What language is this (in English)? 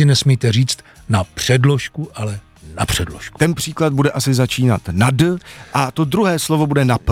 Czech